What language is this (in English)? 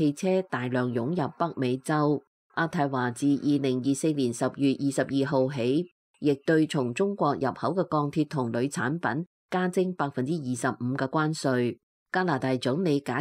Cantonese